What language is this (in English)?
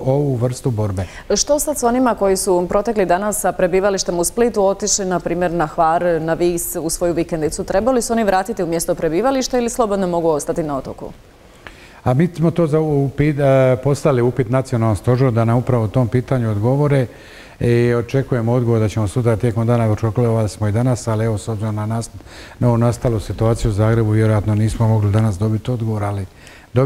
Croatian